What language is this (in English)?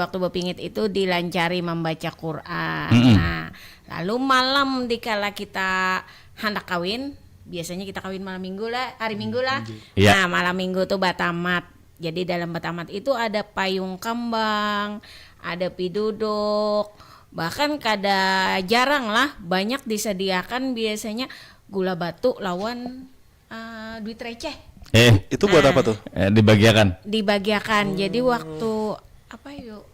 Banjar